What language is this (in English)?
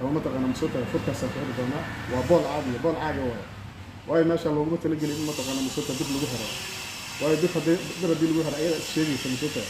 Somali